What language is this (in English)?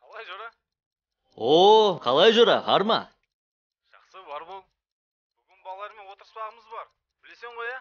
Kara-Kalpak